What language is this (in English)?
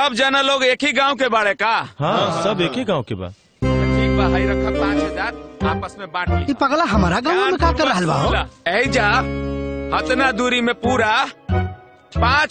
Bhojpuri